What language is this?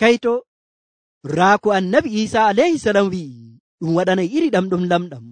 Nigerian Fulfulde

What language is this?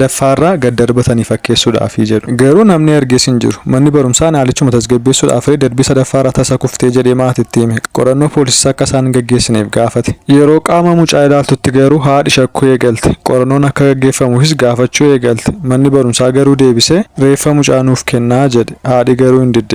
Oromo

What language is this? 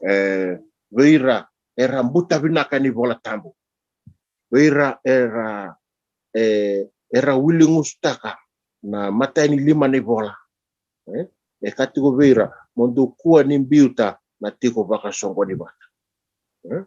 Fijian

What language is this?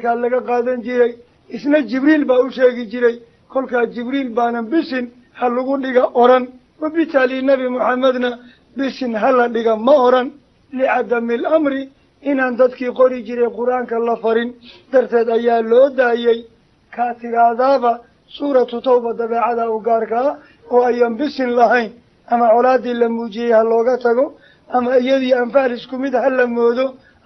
Somali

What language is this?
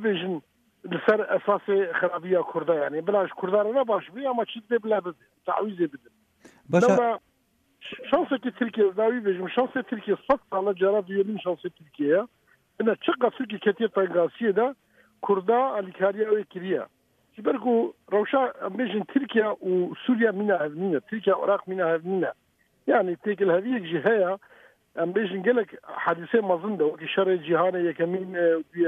Kurdish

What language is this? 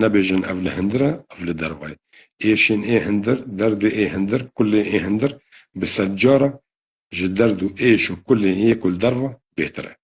Kurdish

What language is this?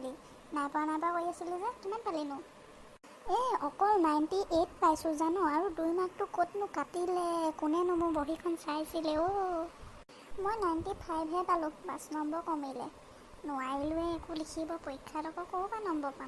Assamese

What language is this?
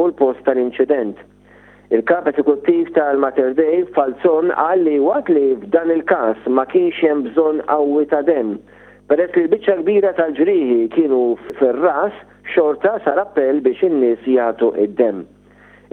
Maltese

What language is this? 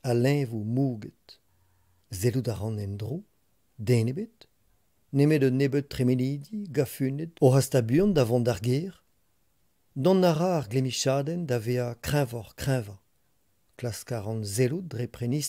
Breton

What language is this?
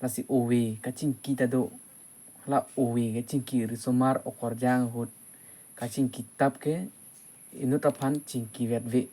Karbi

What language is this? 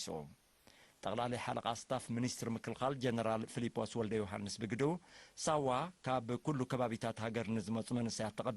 Tigrinya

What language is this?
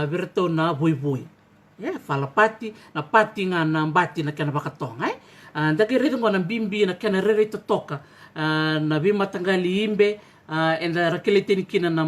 Fijian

